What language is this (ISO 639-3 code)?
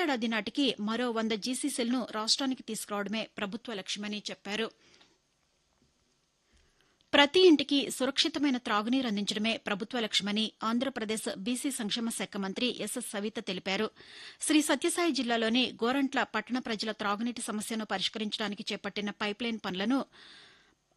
tel